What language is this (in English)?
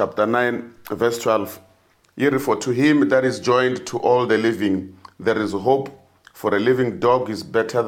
Tsonga